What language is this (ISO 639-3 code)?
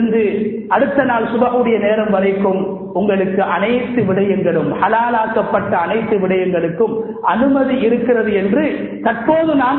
tam